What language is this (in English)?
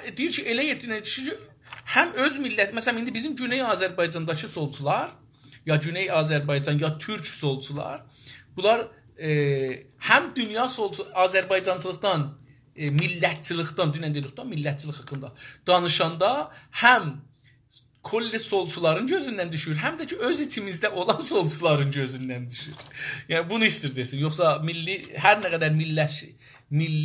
South Azerbaijani